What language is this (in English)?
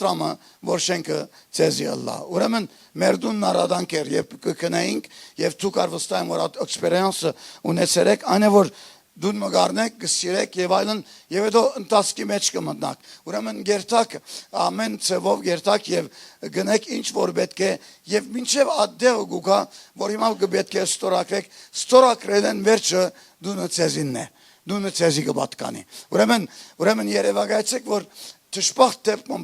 Western Armenian